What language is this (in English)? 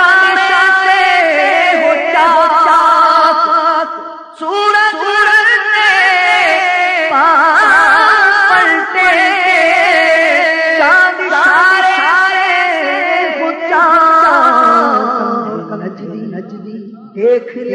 Urdu